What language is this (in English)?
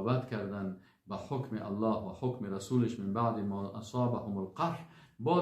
Persian